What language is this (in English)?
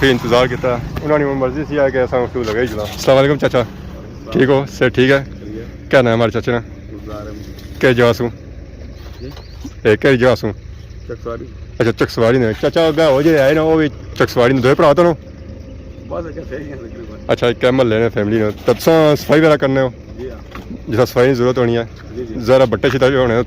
Pahari-Potwari